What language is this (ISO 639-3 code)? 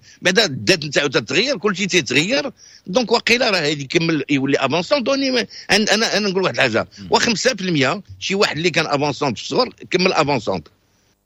ary